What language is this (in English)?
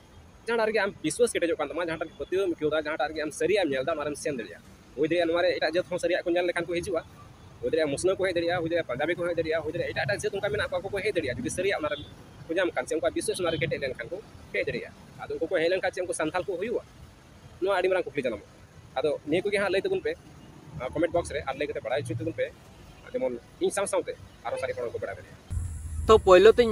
Santali